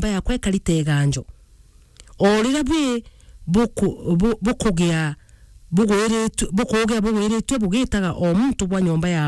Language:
Meru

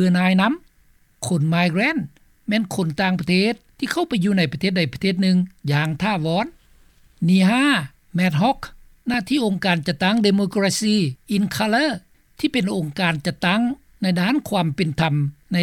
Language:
Lao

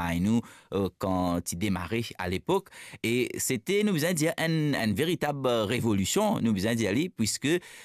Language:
Morisyen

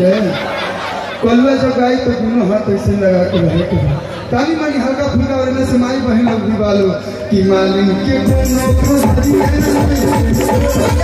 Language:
Bhojpuri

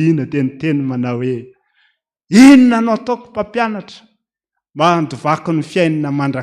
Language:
Malagasy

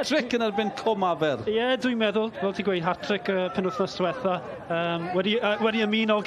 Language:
Welsh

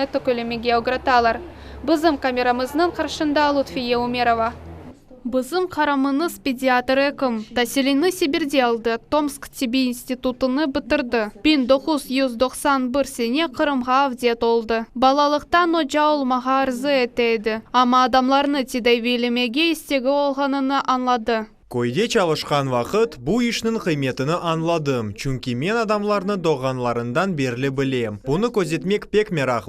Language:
Crimean Tatar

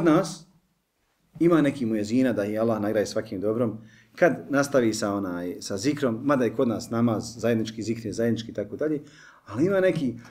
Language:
Bosnian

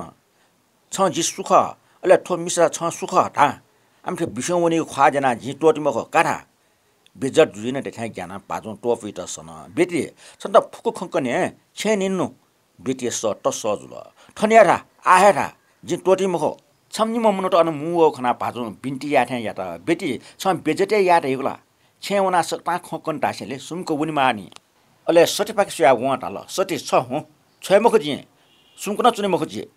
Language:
Newari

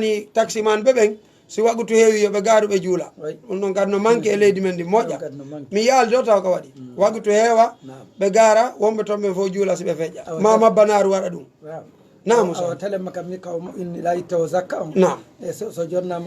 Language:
Fula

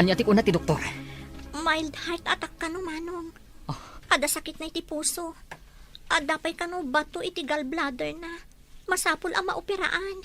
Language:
Iloko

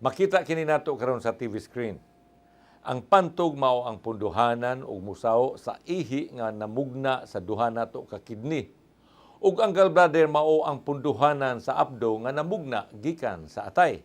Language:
Cebuano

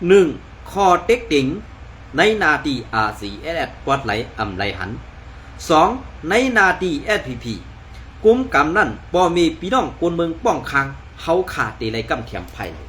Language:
Shan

